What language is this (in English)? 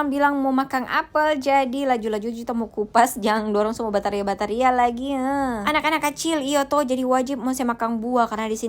Manado Malay